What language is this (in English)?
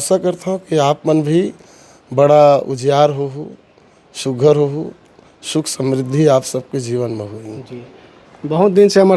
Chhattisgarhi